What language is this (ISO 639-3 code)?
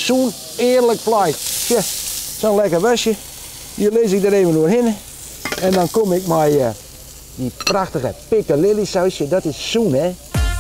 fry